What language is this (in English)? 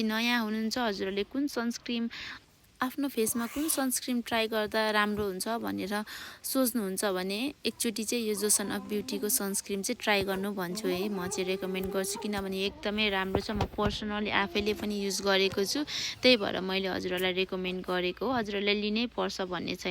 Nepali